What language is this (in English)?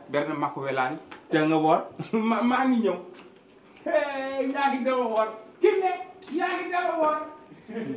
Wolof